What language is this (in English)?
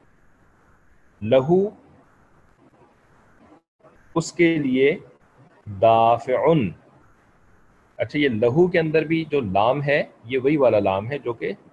Urdu